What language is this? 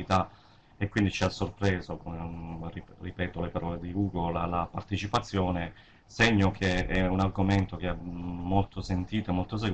Italian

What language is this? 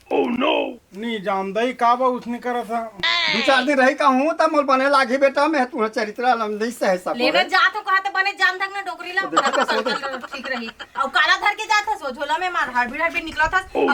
Chhattisgarhi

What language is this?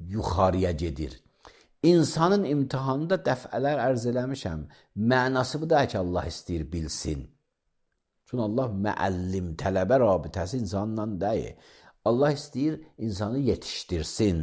Azerbaijani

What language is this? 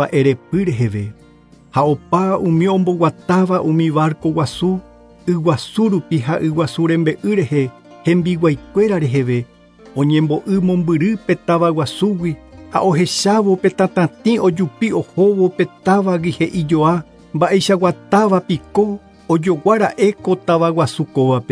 Guarani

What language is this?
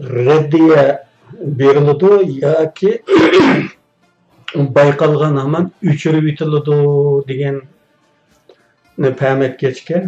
Uyghur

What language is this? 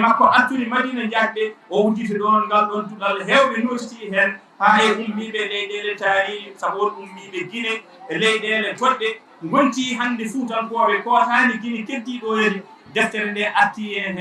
Fula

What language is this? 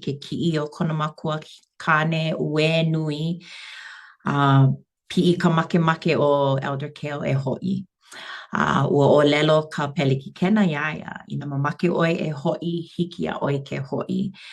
Hawaiian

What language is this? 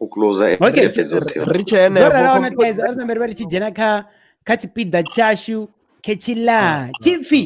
Venda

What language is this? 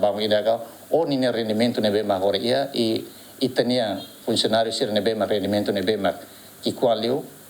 Tetum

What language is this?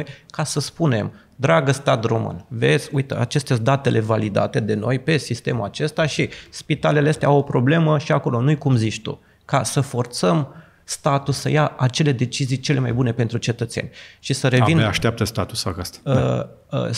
Romanian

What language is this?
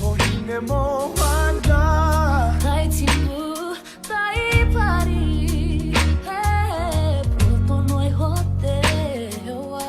Māori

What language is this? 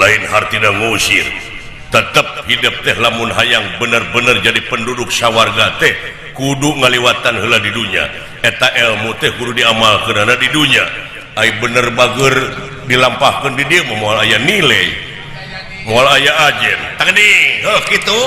Sundanese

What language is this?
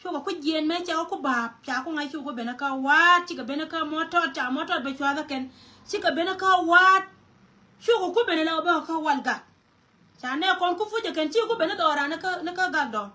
Nuer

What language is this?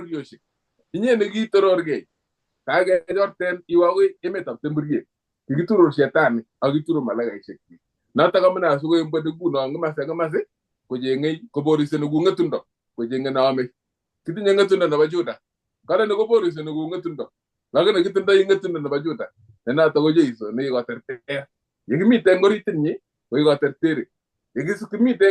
Kalenjin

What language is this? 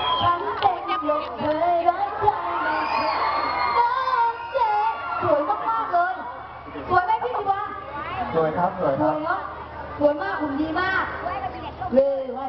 Thai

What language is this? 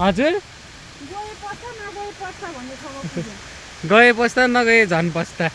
Nepali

